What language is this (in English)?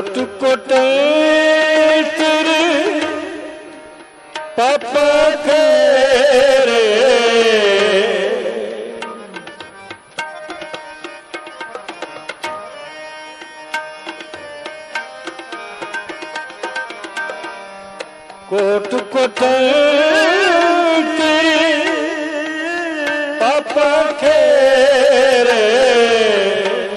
Punjabi